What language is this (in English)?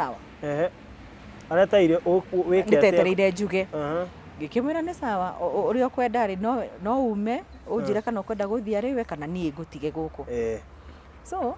Kikuyu